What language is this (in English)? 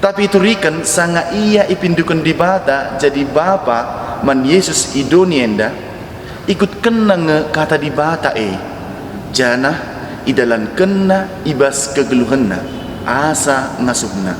Batak Karo